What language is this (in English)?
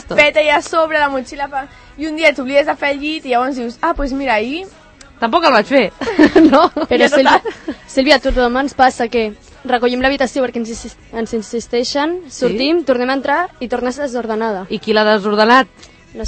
Catalan